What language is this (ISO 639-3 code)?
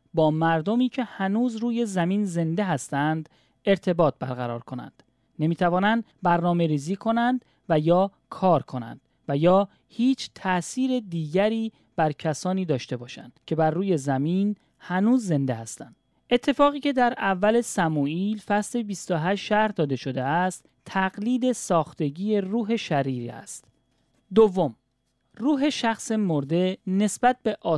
fas